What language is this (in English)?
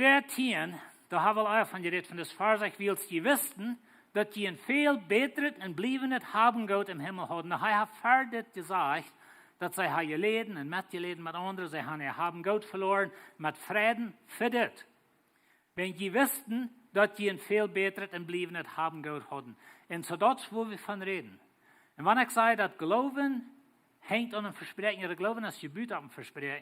Plautdietsch